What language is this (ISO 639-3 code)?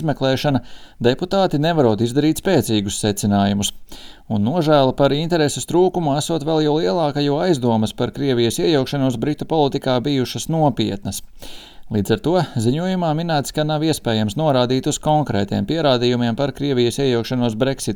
lav